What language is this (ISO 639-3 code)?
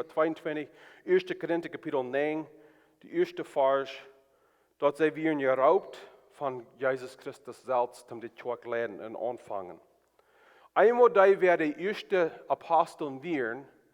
pdt